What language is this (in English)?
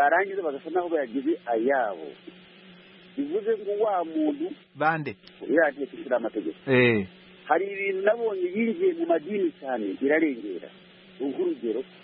Kinyarwanda